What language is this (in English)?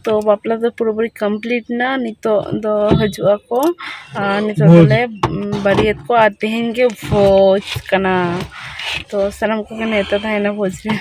Santali